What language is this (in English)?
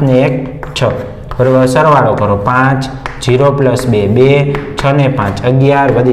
Gujarati